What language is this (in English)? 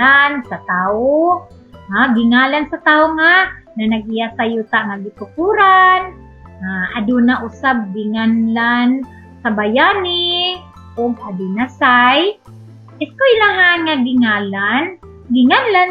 Cebuano